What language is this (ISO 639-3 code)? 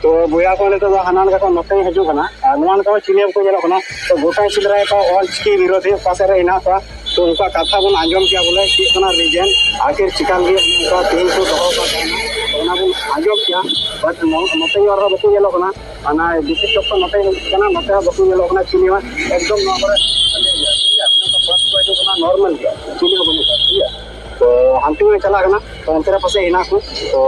sat